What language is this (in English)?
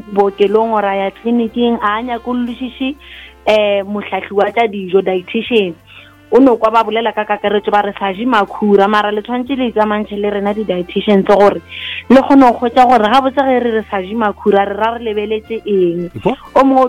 Northern Sotho